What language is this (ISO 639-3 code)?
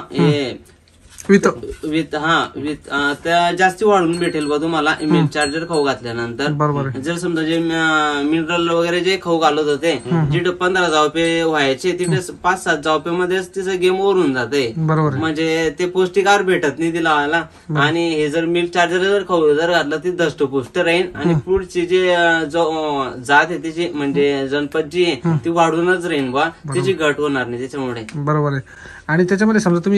mar